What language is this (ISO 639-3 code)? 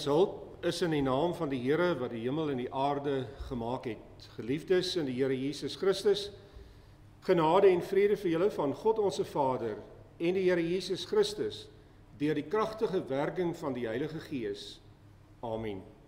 afr